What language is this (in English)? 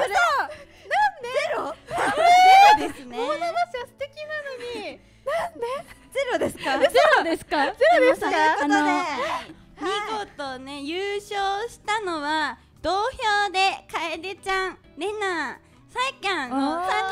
Japanese